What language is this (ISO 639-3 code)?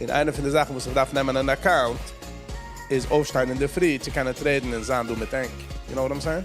yid